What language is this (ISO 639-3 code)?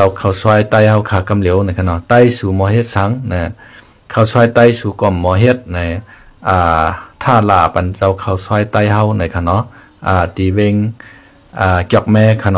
shn